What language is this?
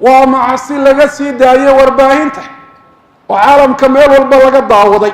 Somali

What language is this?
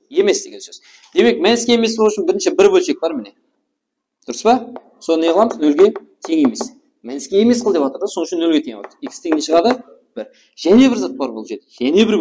Kara-Kalpak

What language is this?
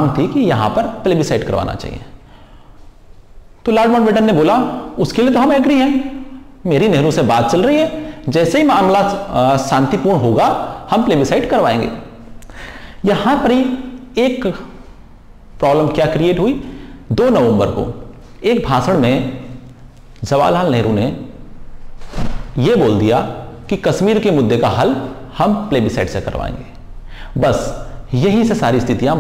Hindi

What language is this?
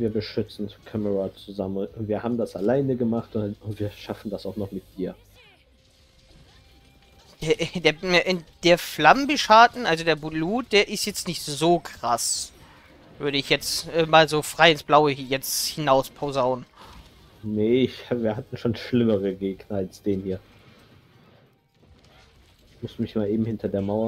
German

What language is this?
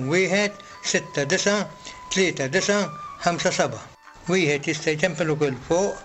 Maltese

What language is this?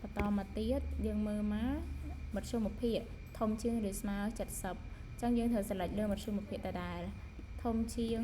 Khmer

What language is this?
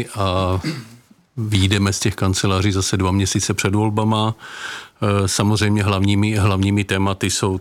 Czech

